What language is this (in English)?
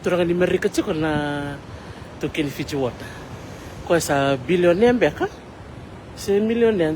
Fijian